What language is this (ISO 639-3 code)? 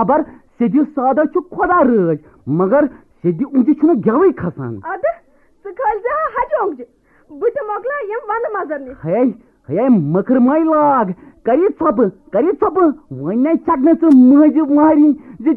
kas